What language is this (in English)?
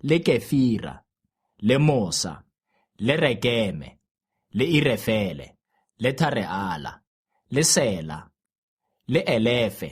Tswana